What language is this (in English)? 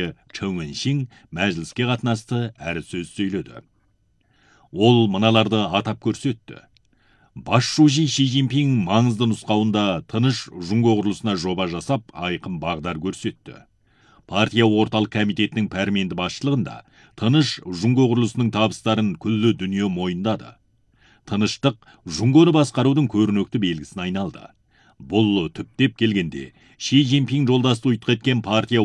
Kazakh